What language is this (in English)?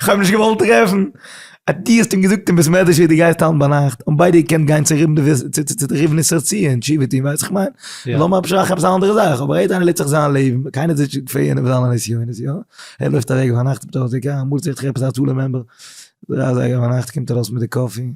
Yiddish